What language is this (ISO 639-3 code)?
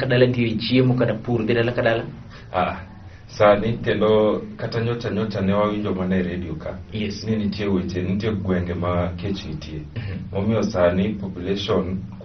luo